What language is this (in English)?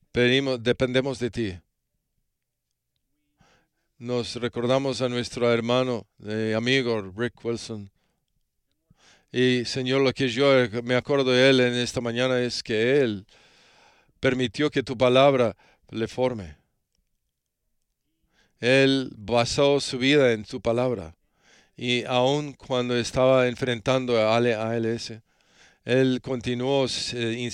Spanish